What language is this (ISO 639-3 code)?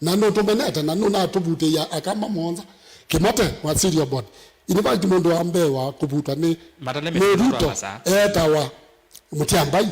kam